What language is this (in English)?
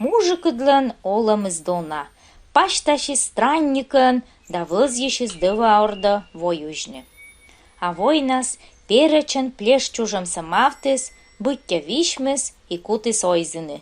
Komi